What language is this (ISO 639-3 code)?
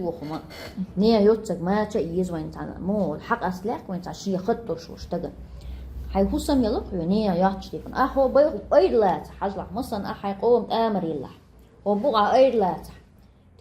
che